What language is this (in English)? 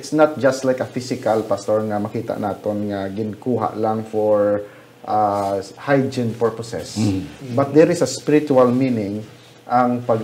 Hiligaynon